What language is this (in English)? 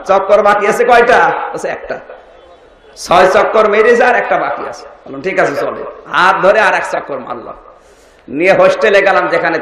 Bangla